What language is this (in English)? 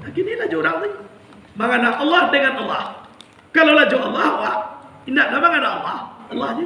Minangkabau